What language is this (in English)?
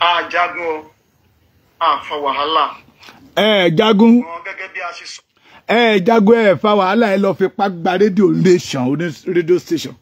Yoruba